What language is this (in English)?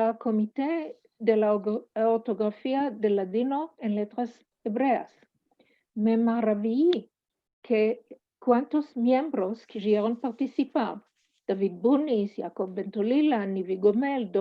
Ladino